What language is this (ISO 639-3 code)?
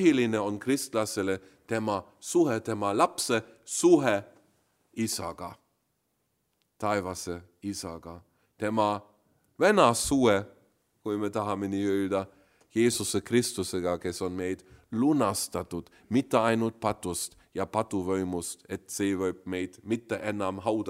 est